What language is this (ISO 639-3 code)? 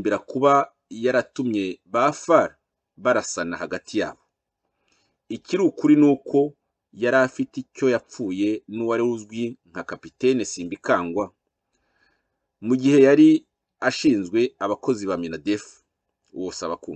kin